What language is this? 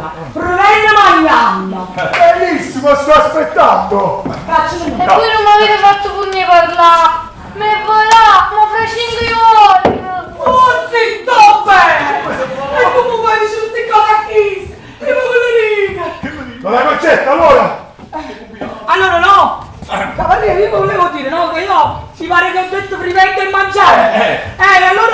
Neapolitan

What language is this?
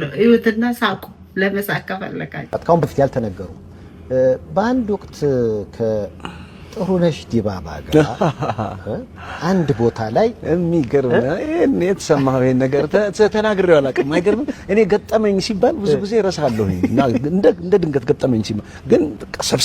Amharic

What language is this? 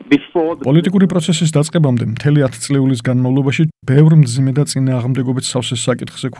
Georgian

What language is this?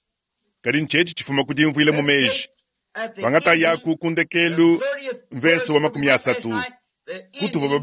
Luba-Lulua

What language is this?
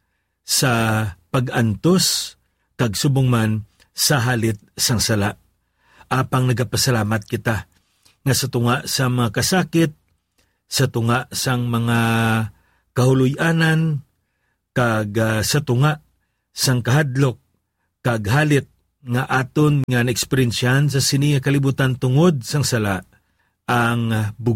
Hiligaynon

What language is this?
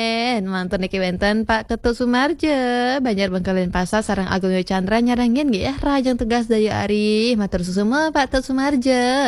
Balinese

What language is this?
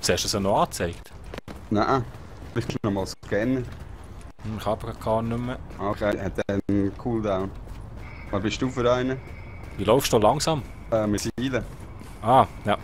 Swiss German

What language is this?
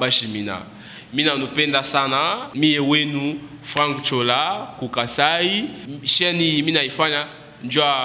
Luba-Lulua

